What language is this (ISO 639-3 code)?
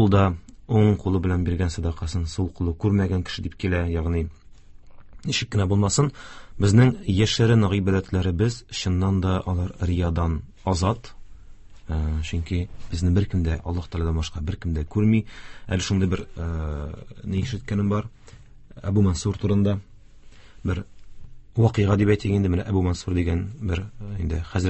tat